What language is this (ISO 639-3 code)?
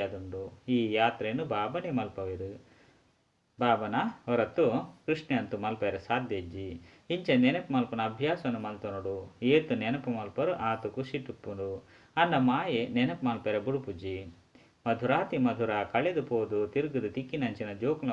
tcy